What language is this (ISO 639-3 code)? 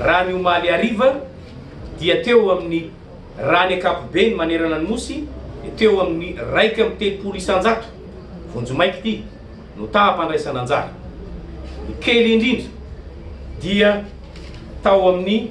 mlg